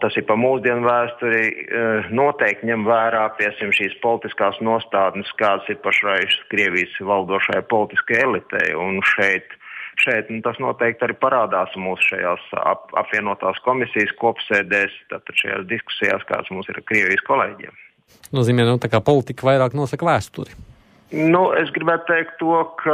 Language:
Latvian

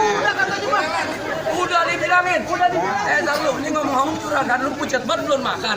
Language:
Betawi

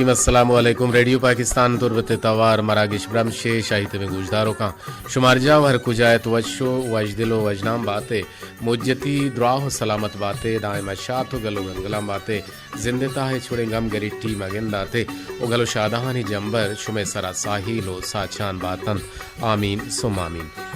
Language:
Baluchi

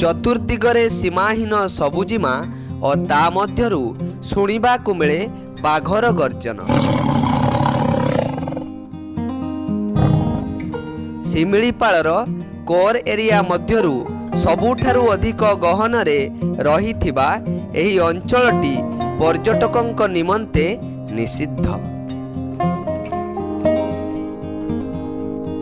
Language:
Odia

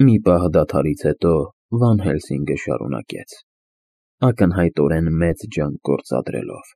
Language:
Armenian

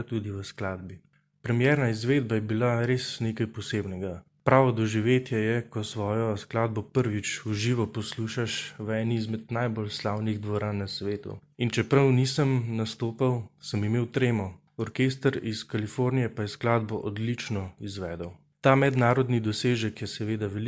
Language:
Slovenian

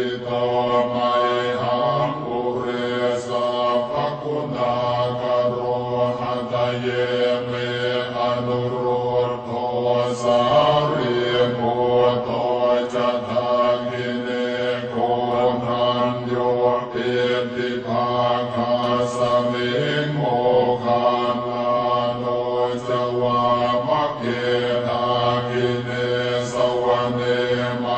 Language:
Pali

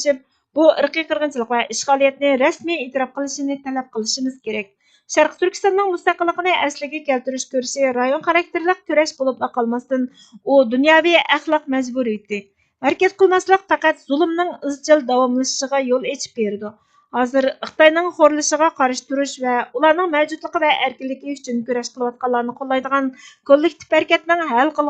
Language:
Uyghur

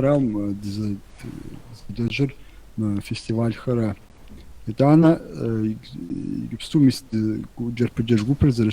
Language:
Kabardian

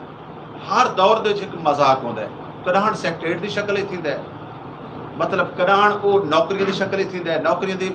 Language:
Saraiki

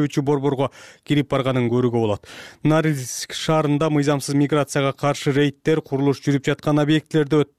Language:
Kyrgyz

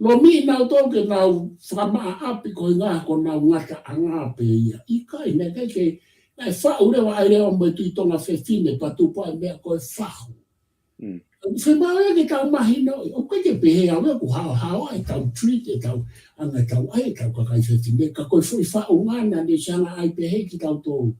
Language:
Tongan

